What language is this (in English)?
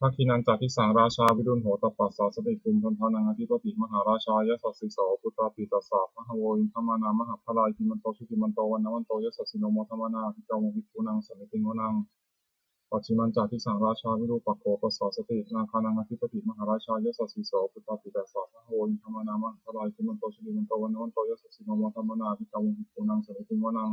Pali